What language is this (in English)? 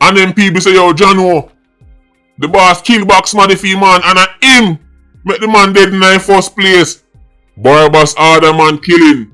Jamaican Creole English